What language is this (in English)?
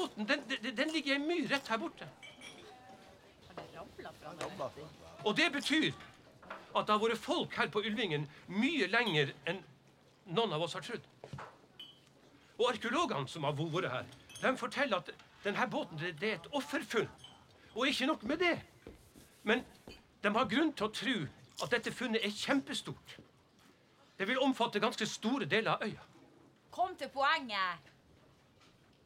Norwegian